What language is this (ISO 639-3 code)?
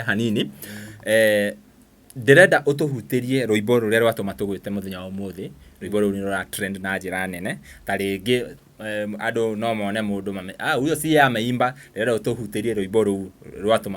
kik